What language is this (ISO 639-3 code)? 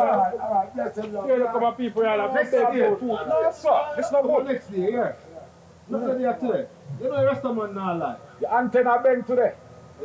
jam